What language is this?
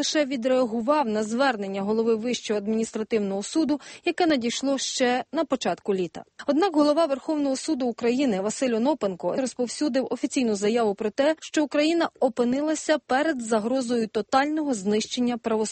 Ukrainian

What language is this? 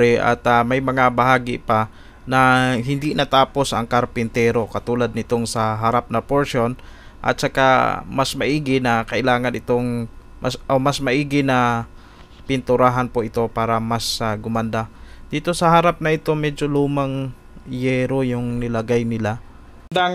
Filipino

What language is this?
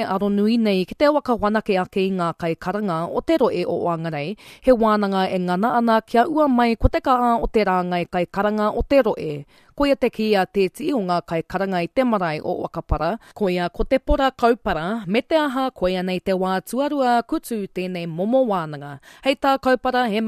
Māori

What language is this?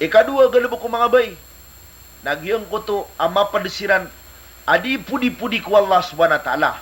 Maranao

